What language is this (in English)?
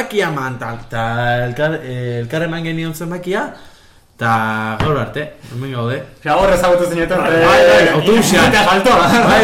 Basque